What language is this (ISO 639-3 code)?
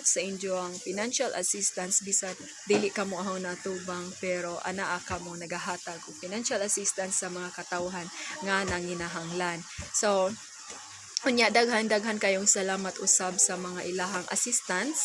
ceb